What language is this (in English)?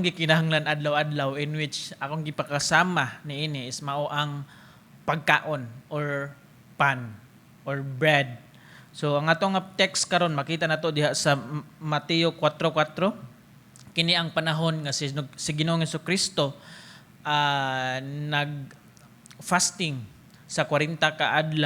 Cebuano